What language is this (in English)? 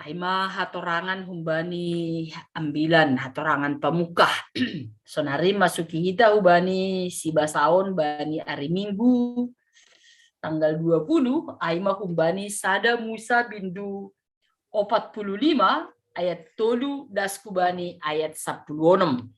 Batak Simalungun